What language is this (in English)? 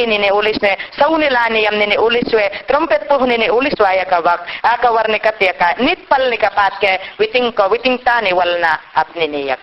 Mayangna